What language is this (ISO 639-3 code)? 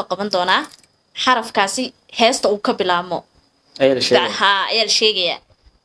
som